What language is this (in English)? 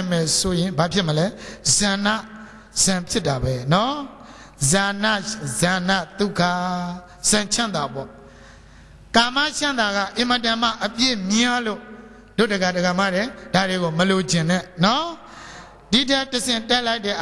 Burmese